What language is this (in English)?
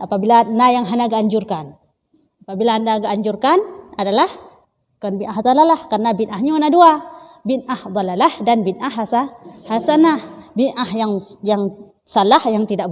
Achinese